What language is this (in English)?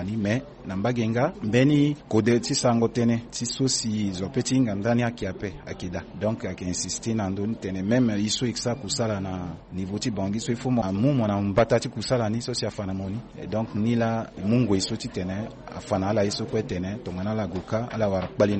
Sango